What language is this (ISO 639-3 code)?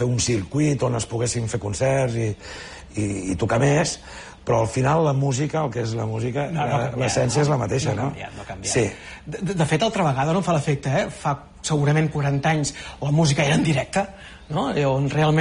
cat